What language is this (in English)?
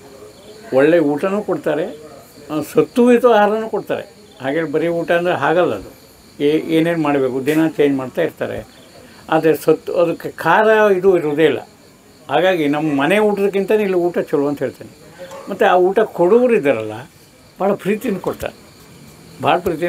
Kannada